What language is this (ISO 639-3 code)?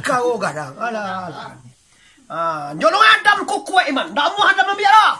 min